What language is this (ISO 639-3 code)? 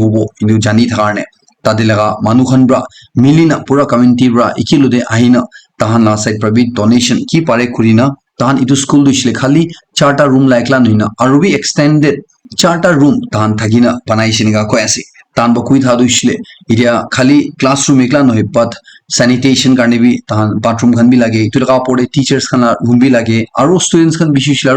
nag